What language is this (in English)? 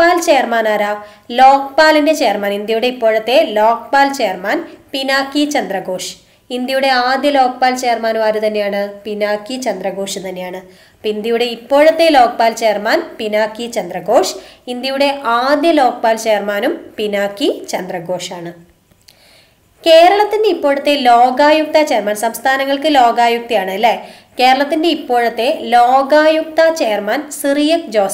Malayalam